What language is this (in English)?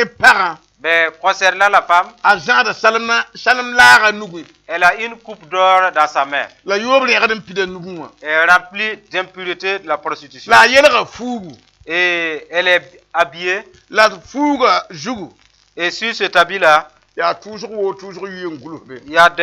Mossi